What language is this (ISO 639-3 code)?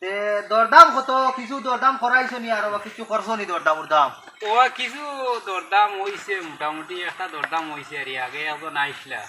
syl